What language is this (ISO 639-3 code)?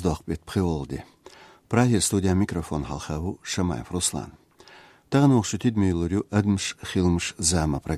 che